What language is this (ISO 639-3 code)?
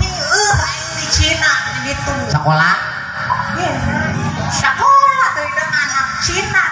sun